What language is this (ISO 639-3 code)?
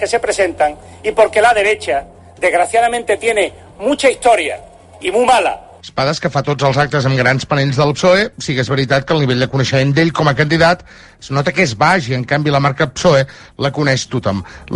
cat